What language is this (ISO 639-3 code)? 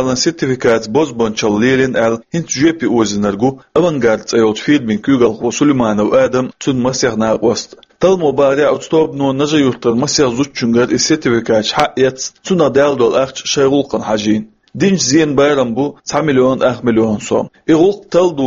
che